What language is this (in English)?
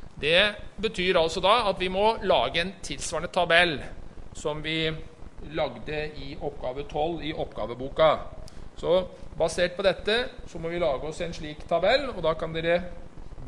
Norwegian